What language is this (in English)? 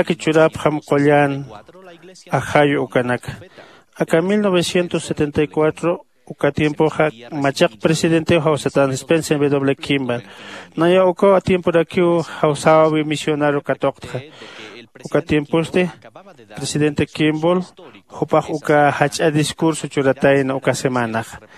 Aymara